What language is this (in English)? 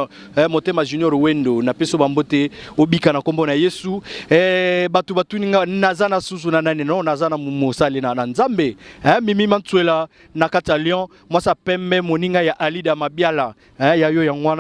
Lingala